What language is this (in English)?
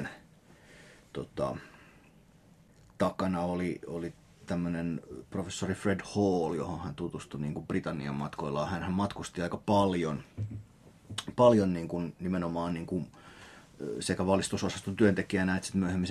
Finnish